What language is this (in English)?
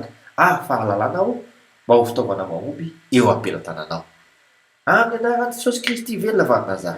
Malagasy